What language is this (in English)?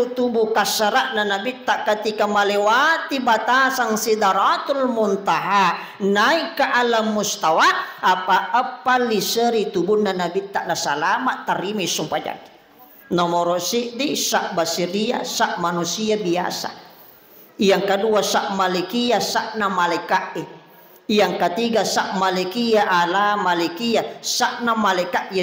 Buginese